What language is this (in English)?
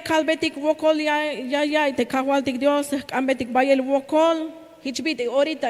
Tzeltal